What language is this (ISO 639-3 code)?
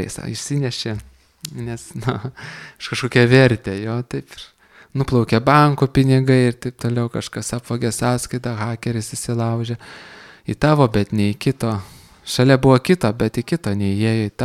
lit